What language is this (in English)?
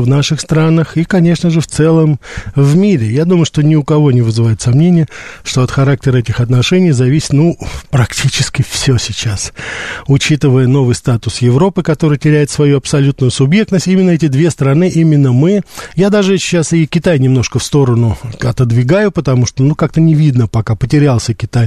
Russian